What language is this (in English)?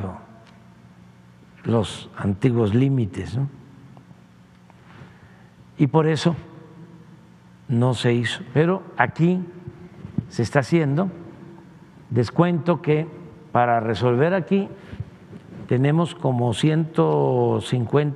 Spanish